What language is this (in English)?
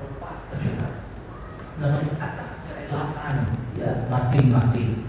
Iban